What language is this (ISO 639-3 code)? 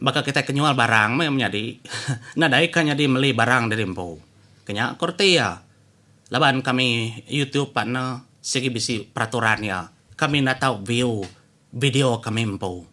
iba